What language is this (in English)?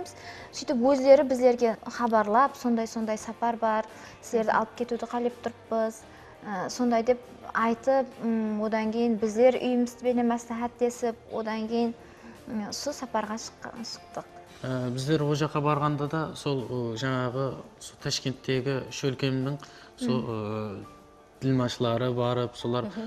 Kara-Kalpak